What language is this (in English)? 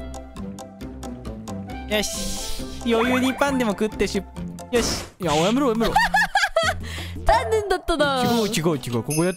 Japanese